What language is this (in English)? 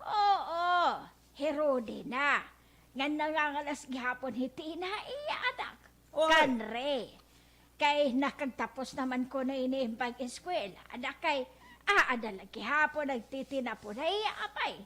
Waray